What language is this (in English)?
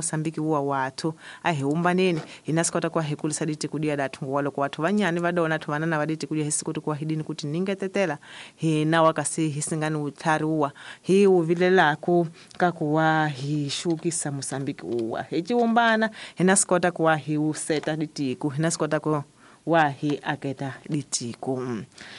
Tsonga